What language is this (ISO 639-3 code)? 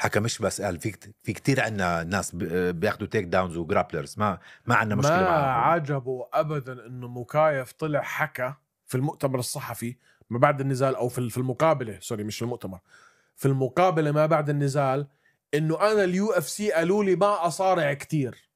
apc